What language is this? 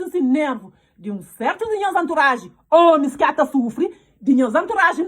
Kabuverdianu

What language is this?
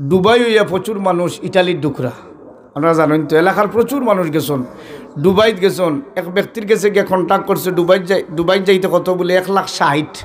Sylheti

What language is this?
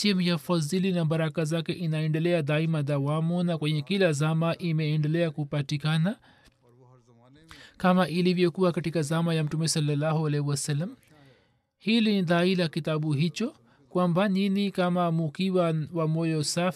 Swahili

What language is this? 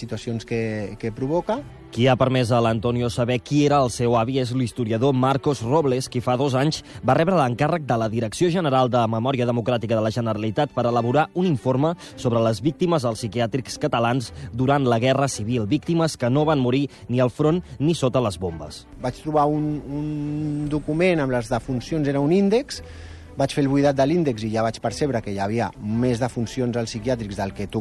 Catalan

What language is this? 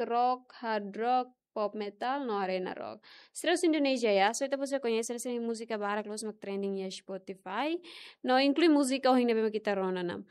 Tetum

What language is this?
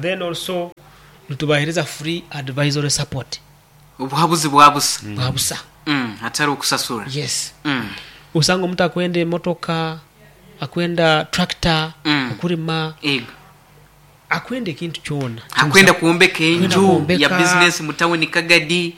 Nyankole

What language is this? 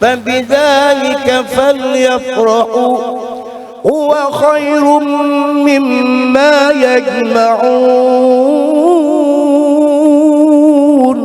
Banjar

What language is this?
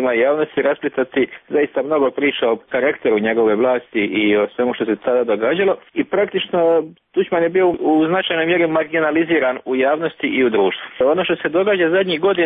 Croatian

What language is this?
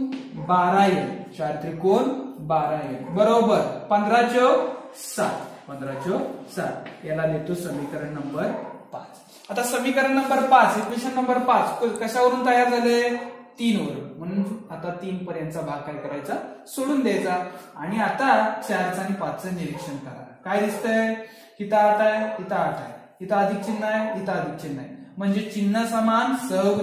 Marathi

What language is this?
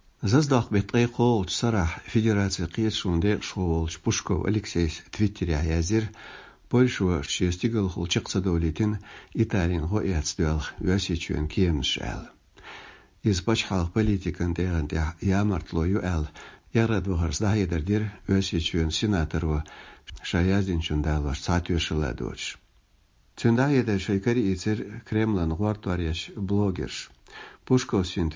Chechen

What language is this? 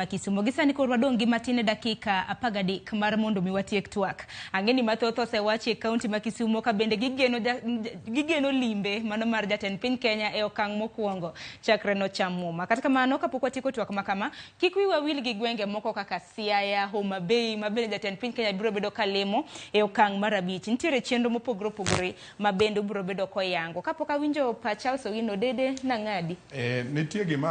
Luo (Kenya and Tanzania)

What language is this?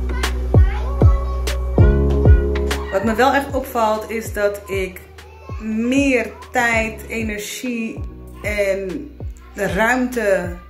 Dutch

